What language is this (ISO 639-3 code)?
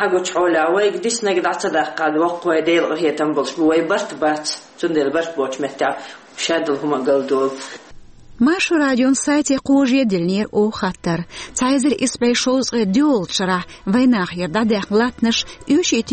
che